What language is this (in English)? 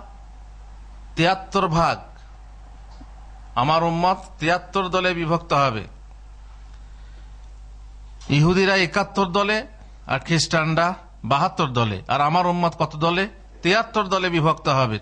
Bangla